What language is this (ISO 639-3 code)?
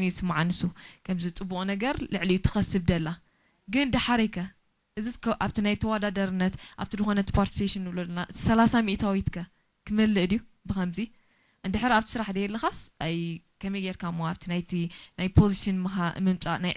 tir